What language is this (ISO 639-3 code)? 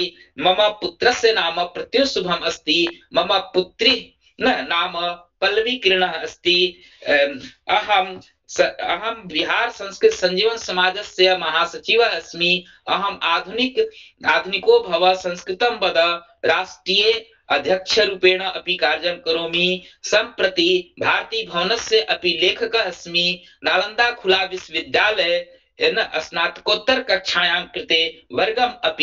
san